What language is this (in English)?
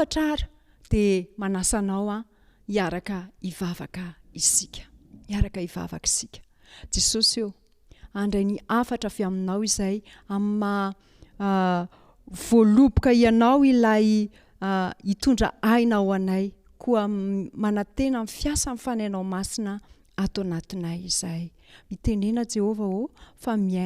Malagasy